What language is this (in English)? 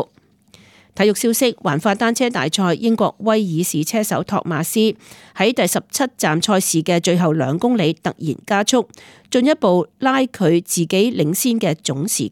Cantonese